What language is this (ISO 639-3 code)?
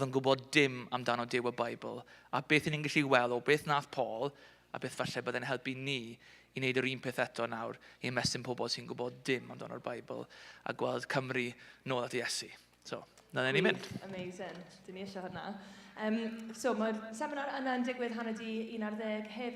cym